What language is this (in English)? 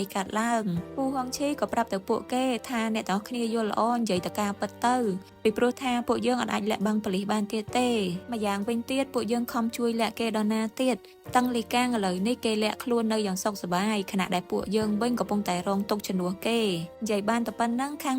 Khmer